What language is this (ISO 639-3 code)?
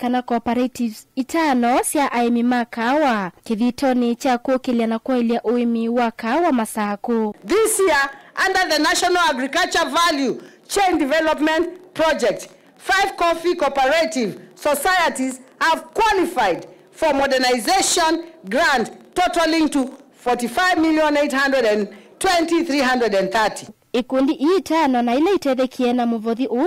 kam